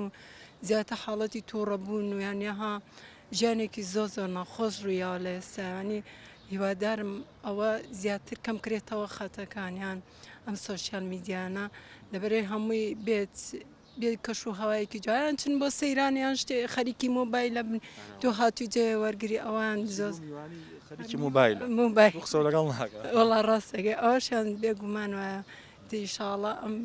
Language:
Central Kurdish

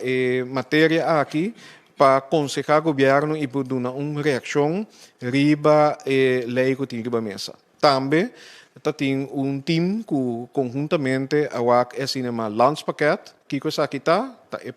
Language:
Papiamento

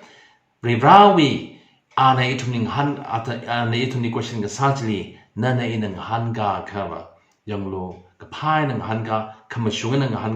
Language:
Tangkhul Naga (India)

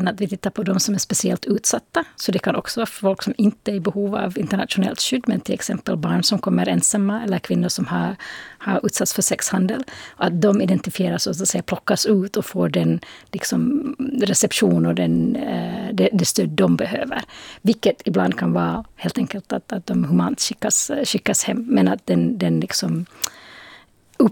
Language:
Swedish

